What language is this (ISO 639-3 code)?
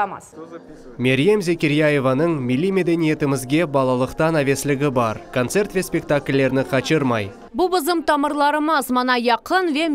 crh